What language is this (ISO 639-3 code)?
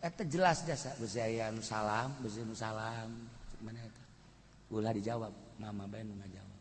sun